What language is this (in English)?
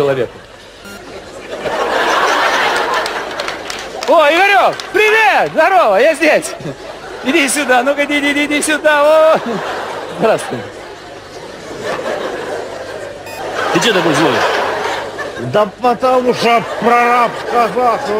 Russian